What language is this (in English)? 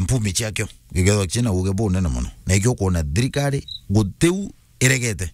Meru